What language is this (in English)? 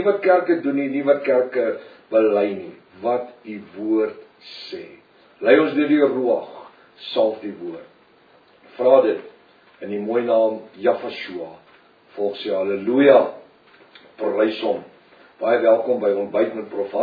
Afrikaans